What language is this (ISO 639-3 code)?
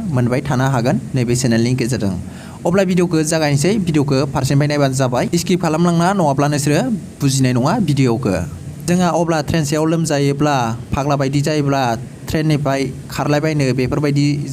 brx